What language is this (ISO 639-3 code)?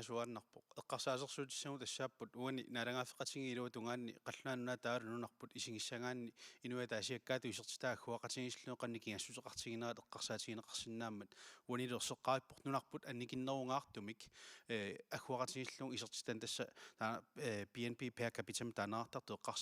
kal